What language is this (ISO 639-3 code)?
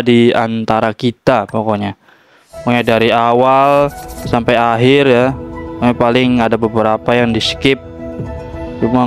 ind